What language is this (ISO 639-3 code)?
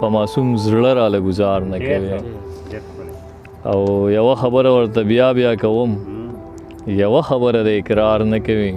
pus